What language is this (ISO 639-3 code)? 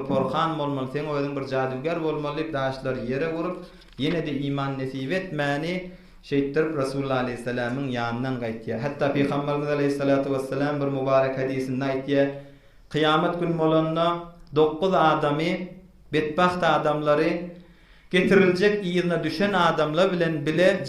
tuk